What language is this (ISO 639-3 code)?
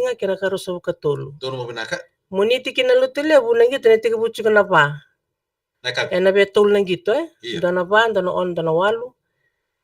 fij